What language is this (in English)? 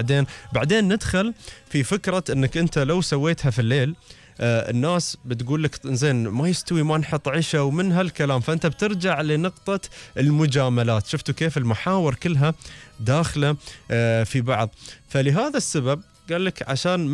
Gulf Arabic